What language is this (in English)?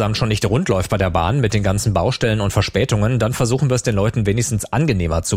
German